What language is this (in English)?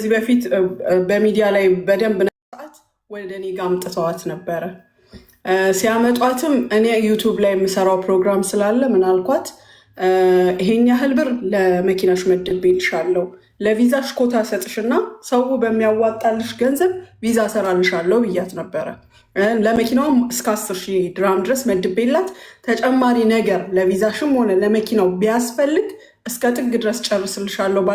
Amharic